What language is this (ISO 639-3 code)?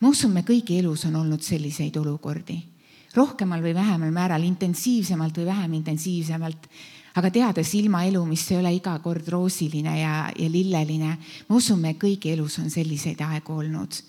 est